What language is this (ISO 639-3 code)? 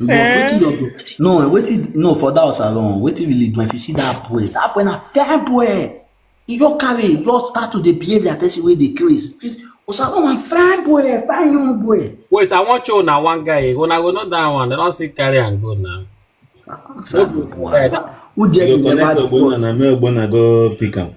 pcm